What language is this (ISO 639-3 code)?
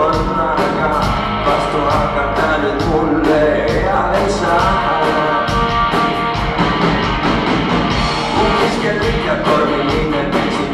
est